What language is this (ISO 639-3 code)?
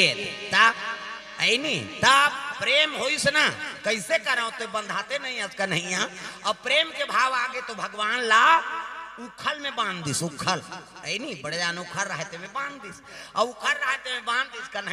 hne